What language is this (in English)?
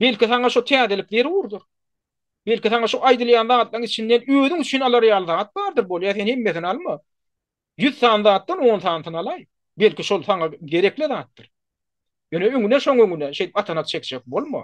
Turkmen